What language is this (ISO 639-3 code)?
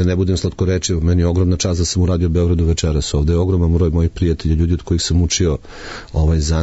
srp